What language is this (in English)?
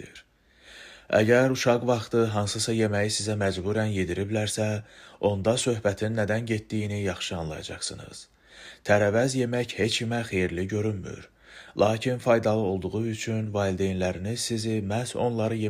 Azerbaijani